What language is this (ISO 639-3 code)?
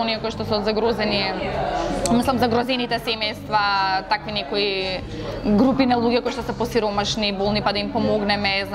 mkd